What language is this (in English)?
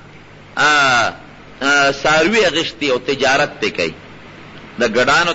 Pashto